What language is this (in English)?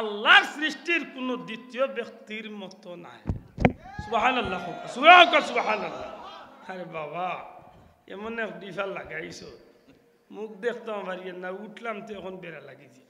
Sylheti